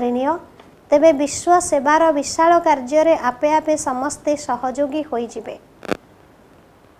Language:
Odia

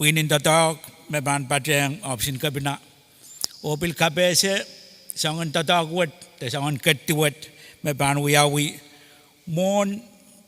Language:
Pohnpeian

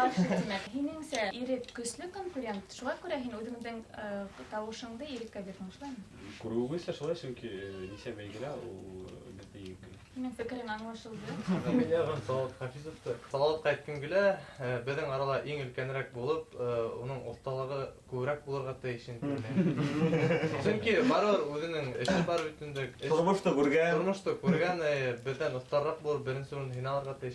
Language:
Bashkir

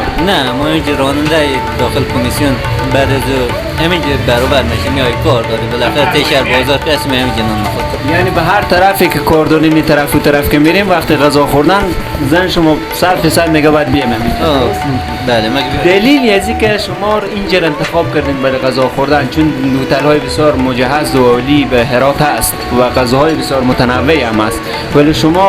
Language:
Persian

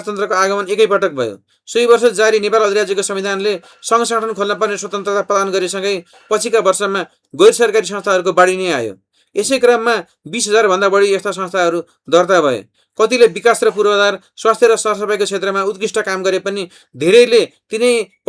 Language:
Nepali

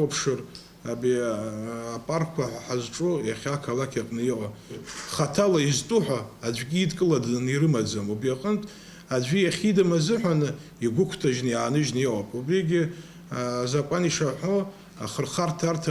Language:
Abkhazian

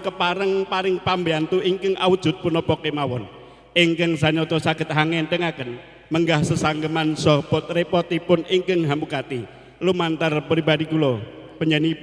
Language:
Javanese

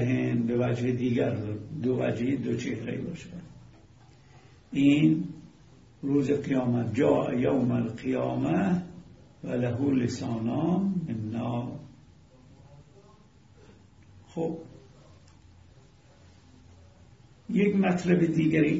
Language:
Persian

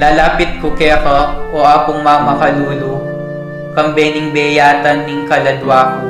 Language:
Pampanga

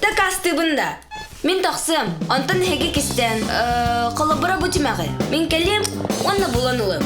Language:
Yakut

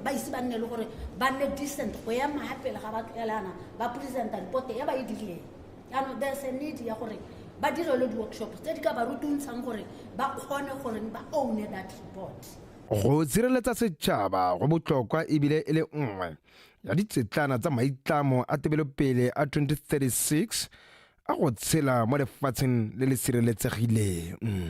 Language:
Tswana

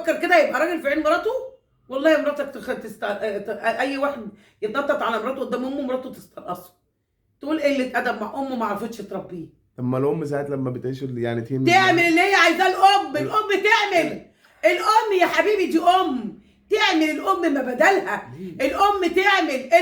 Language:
Egyptian Arabic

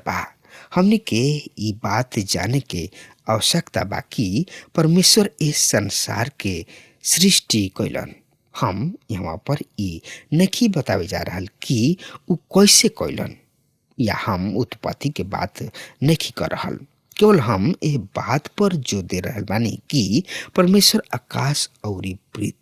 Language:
Bhojpuri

